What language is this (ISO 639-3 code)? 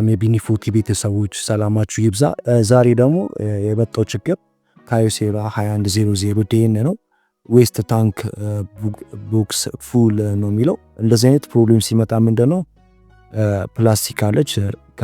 amh